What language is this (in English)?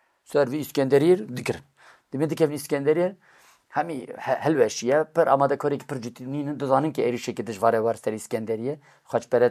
Kurdish